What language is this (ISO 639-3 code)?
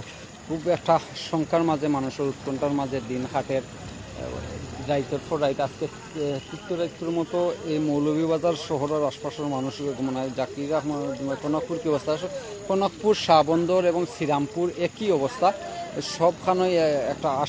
syl